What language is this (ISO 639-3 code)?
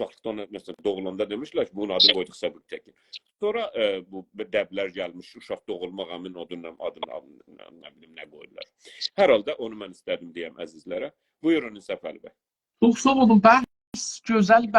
azb